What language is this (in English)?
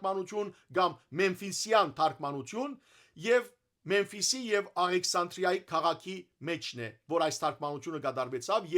Western Armenian